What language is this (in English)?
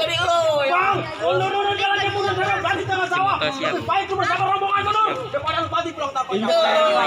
Betawi